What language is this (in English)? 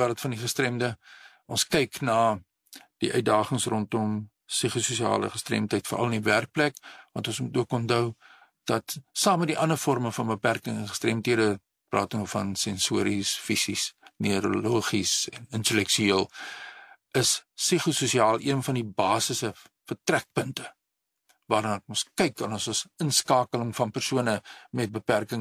Afrikaans